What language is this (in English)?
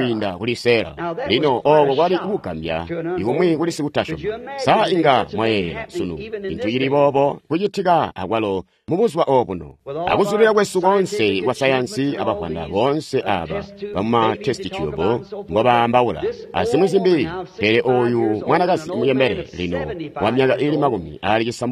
Tonga (Zambia)